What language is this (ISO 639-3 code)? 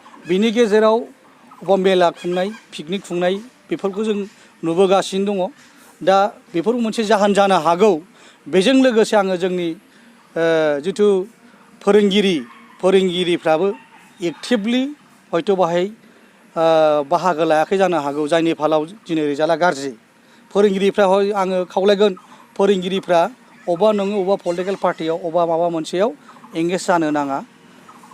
brx